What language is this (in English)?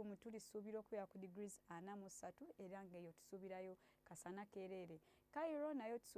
Ganda